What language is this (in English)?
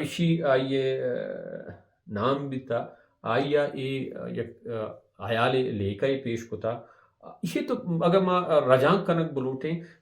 Baluchi